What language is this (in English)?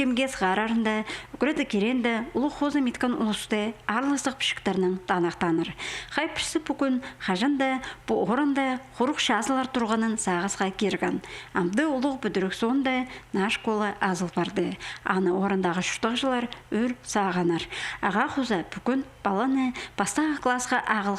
Khakas